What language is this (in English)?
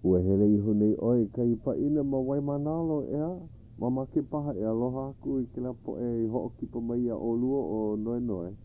Hawaiian